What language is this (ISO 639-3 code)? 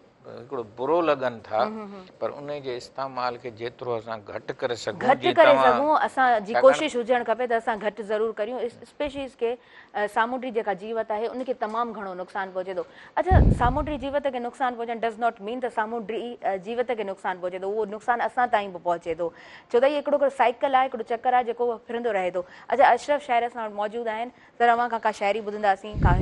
snd